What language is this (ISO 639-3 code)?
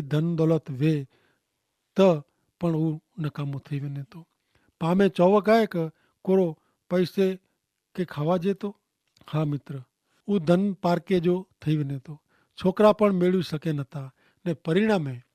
kfr